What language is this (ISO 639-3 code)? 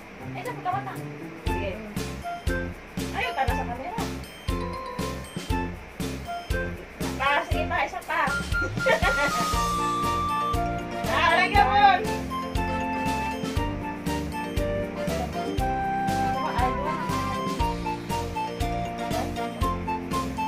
fil